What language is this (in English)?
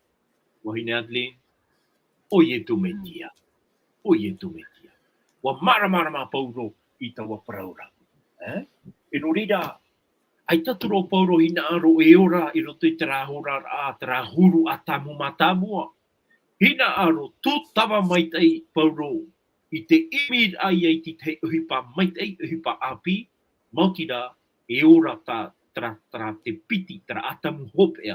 Tahitian